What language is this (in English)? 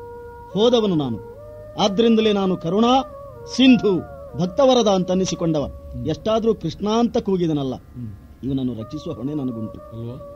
Kannada